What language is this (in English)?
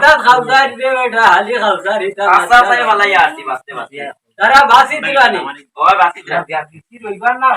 Sylheti